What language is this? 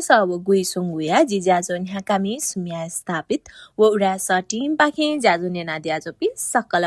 Newari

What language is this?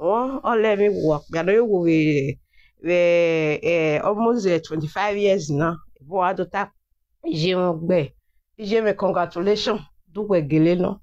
Nigerian Pidgin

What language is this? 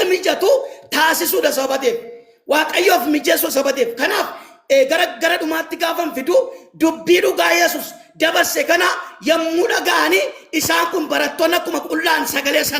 Oromo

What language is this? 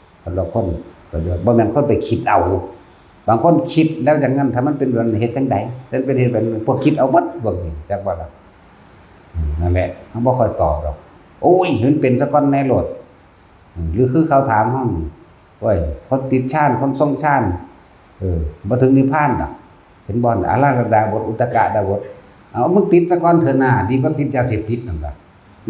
Northeastern Thai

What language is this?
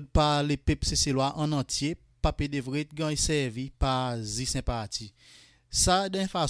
Seselwa Creole French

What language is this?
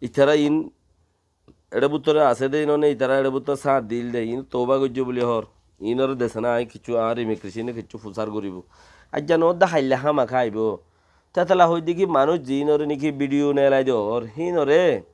Rohingya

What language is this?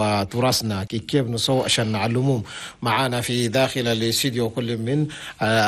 Chadian Arabic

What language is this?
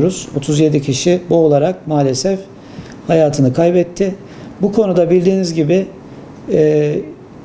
Turkish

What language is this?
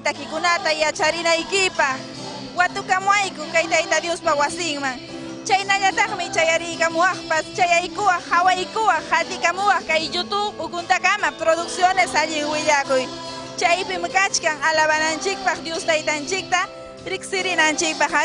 Ayacucho Quechua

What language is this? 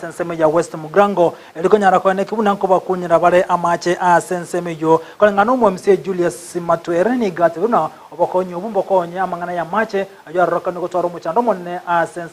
Gusii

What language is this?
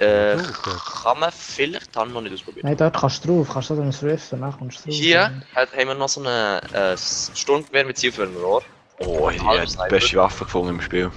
Swiss German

